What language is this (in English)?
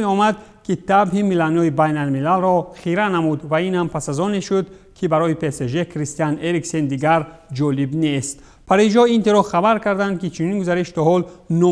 Tajik